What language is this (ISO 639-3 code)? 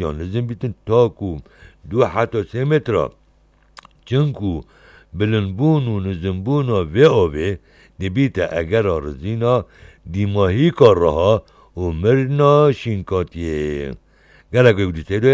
kur